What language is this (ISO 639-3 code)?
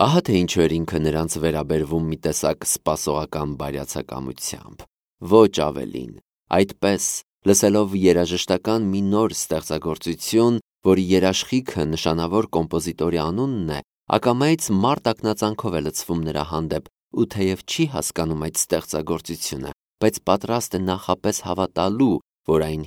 hye